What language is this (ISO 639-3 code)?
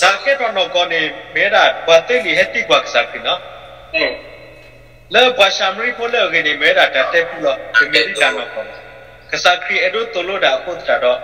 ksw